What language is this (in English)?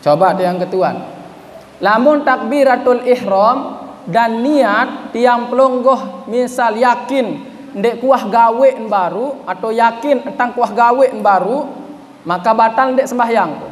Sasak